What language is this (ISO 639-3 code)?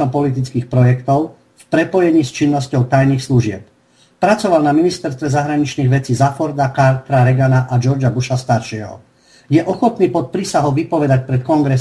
slk